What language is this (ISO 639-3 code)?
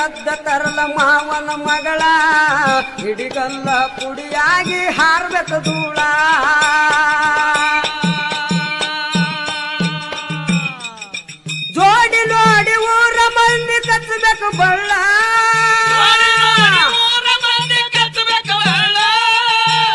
kan